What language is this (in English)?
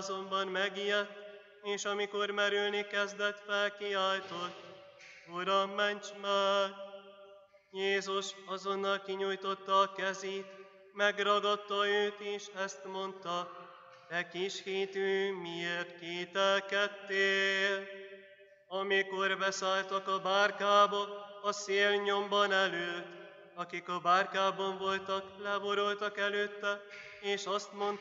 Hungarian